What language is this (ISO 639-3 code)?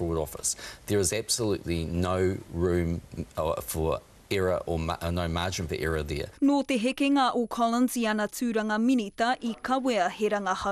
mri